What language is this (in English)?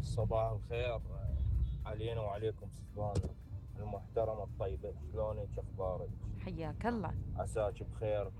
Mesopotamian Arabic